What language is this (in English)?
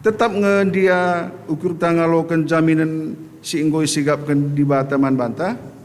Batak Karo